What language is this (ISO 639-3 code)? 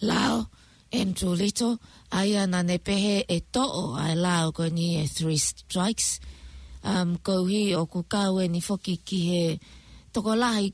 ton